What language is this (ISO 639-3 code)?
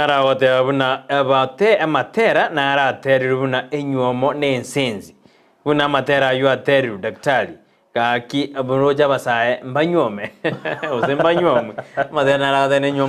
guz